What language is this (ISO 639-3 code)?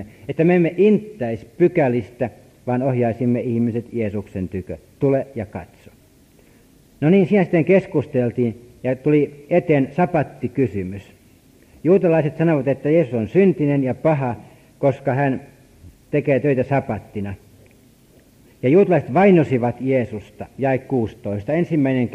fin